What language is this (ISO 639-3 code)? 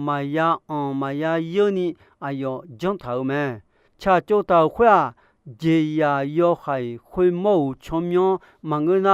ahk